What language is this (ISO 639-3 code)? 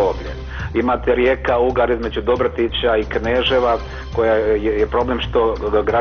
bos